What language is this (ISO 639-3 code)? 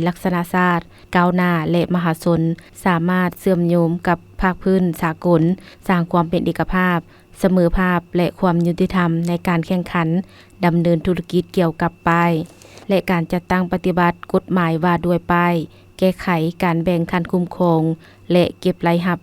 lao